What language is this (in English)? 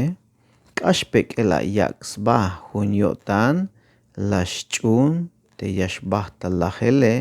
Tzeltal